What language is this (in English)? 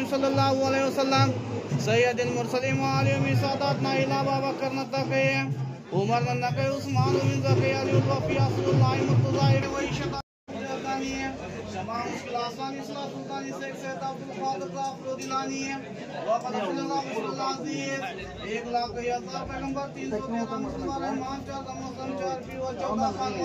Kannada